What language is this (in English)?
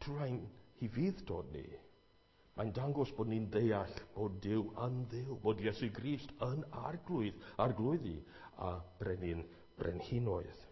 Welsh